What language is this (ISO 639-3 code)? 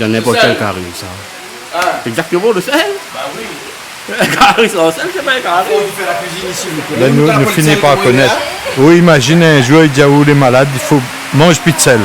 rcf